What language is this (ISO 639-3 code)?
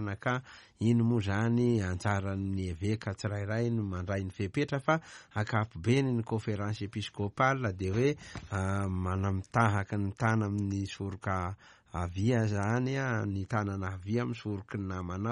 mlg